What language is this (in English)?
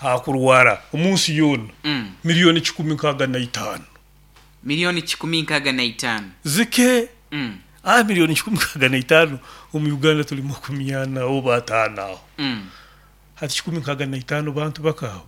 Nyoro